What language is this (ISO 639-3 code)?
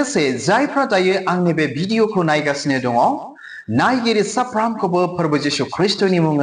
brx